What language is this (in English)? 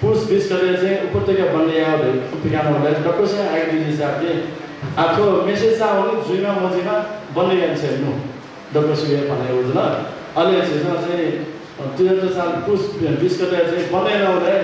Newari